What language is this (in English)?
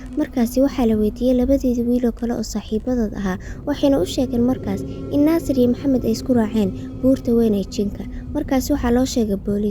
Somali